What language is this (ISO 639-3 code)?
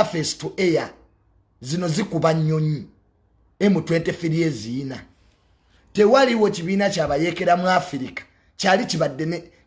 lug